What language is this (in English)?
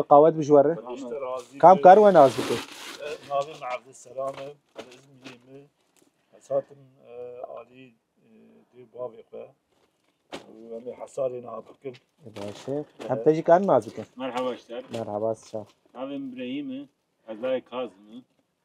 Kurdish